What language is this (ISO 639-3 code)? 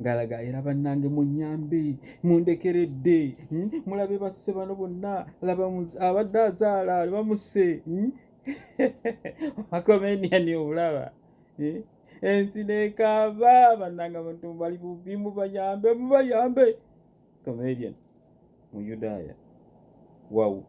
lug